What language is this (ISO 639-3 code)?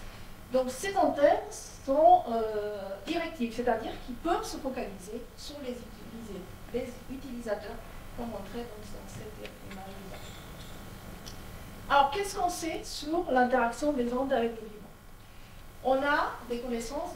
fra